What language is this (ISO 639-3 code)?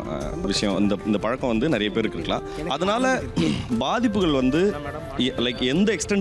tam